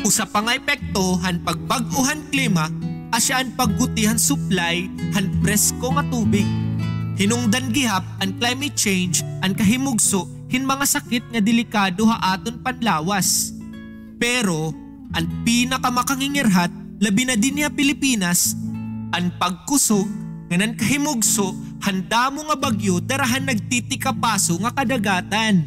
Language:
Waray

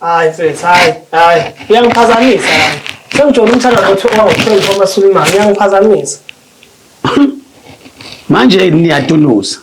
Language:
Zulu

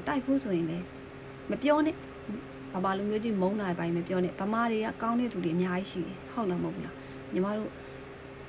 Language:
Burmese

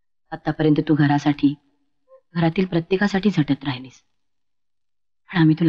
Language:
Marathi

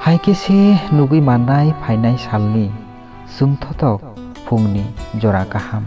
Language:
Kok Borok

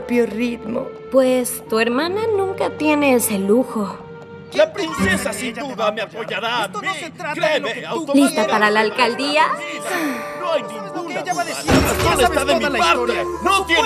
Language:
Spanish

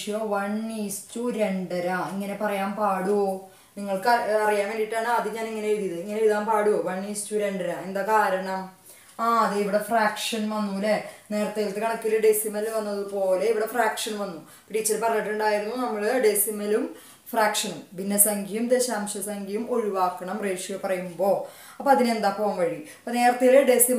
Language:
Malayalam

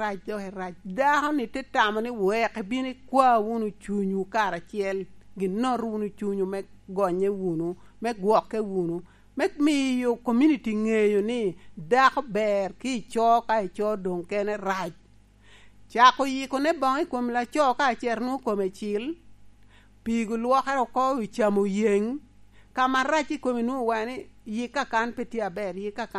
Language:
Lango (Uganda)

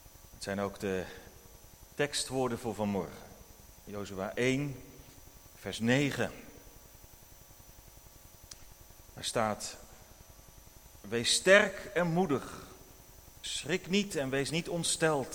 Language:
Dutch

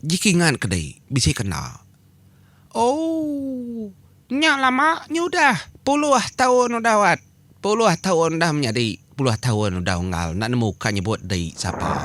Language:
Iban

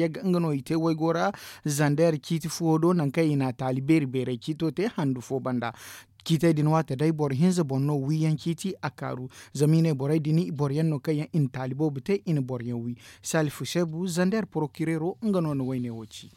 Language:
Zarma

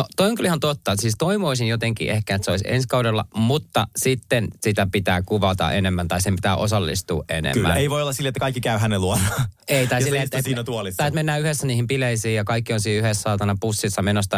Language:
Finnish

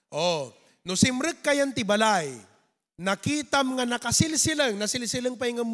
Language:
Iloko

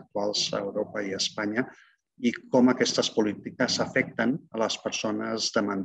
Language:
Catalan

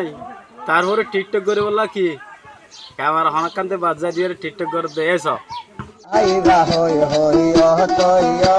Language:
Rohingya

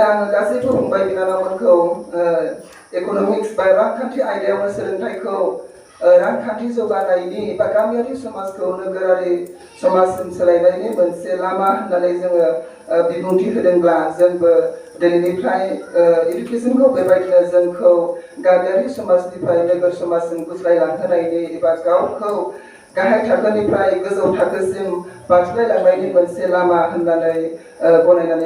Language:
Bodo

